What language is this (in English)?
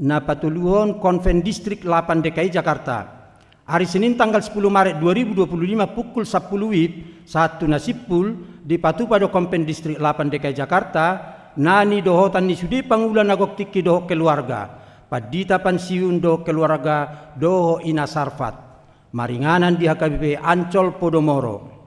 Batak Toba